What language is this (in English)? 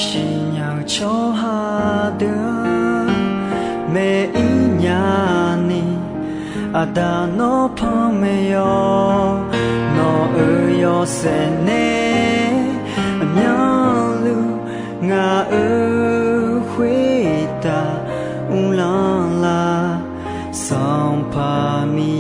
Akha